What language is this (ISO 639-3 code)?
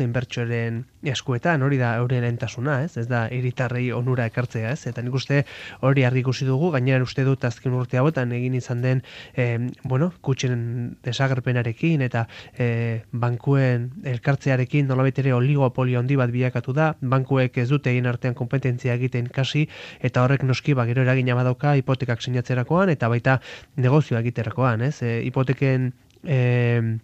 eus